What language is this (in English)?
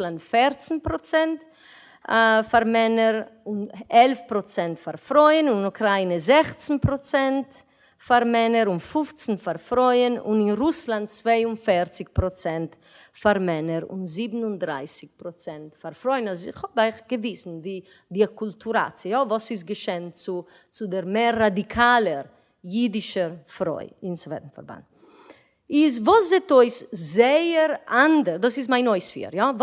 Yiddish